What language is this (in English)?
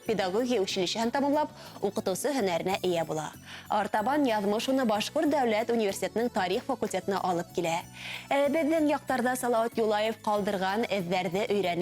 Bashkir